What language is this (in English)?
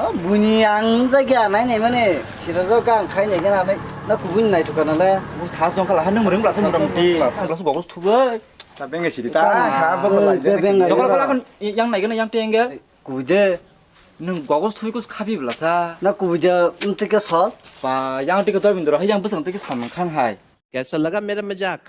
Kok Borok